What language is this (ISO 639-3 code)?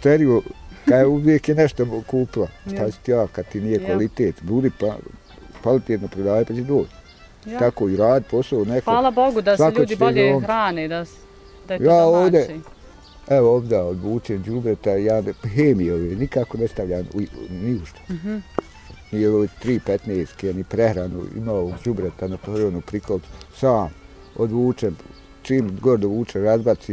bos